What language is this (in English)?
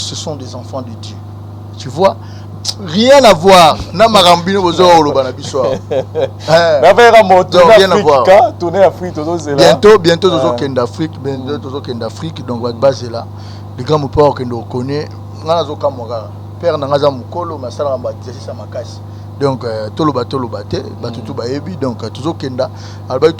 Lingala